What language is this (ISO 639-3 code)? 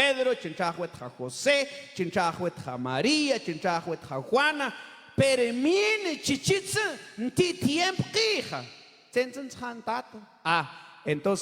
mam